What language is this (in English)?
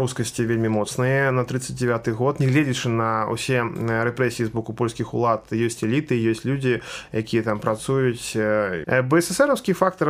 Belarusian